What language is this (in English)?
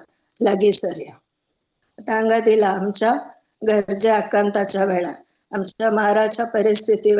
Konkani